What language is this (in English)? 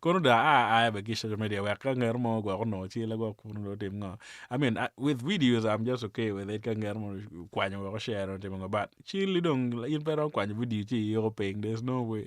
Acoli